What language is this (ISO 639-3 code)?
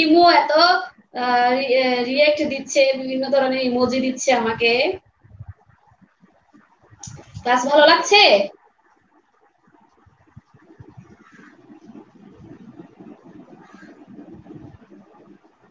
ben